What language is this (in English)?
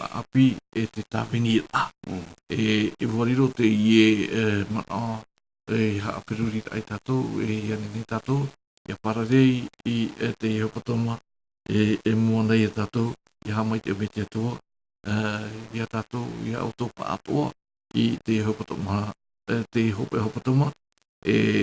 Tahitian